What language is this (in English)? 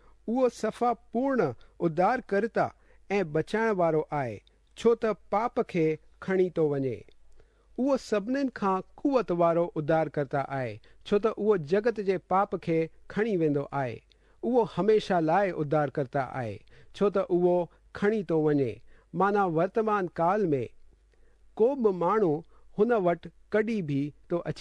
Sindhi